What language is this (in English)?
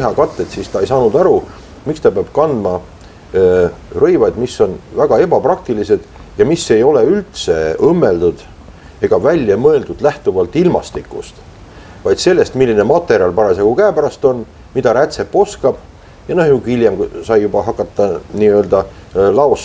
Estonian